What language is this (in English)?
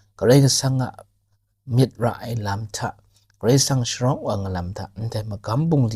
Kachin